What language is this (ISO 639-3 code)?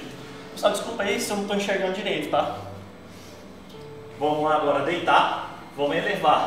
por